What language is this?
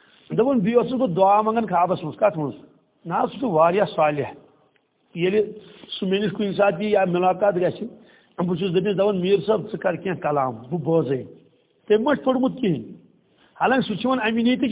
Kashmiri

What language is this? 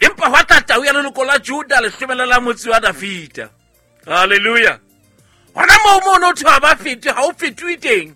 Southern Sotho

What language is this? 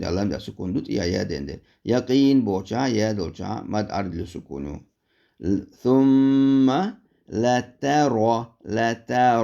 Chechen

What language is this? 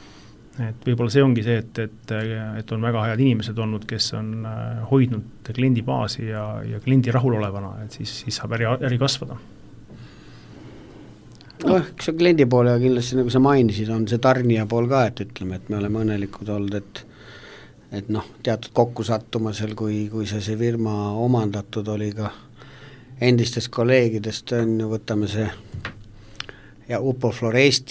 Estonian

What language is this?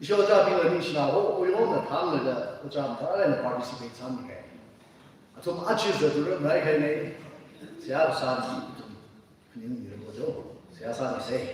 Tangkhul Naga (India)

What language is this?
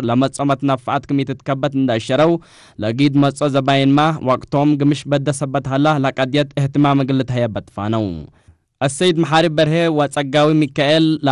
Tigre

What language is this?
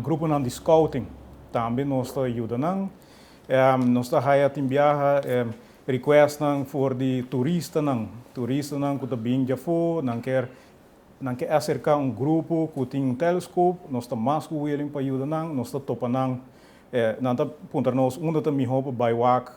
Papiamento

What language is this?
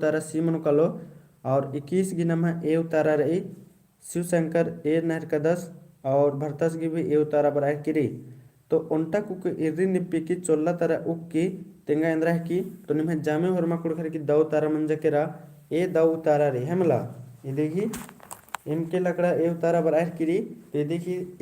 Kurukh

